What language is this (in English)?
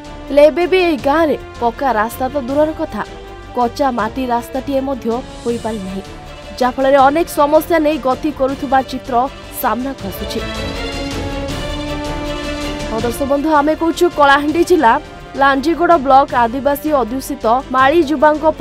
Odia